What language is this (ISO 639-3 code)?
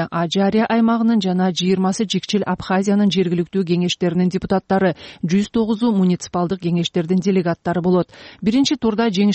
kir